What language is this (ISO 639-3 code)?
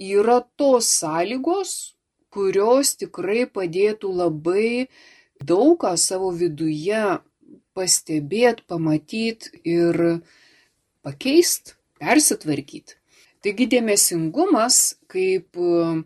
lit